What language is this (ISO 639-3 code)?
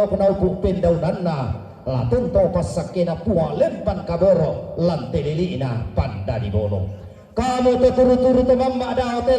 sda